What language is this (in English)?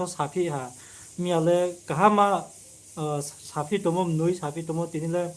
Riang (India)